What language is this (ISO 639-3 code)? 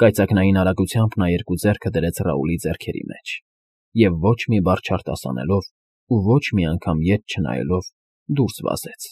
hye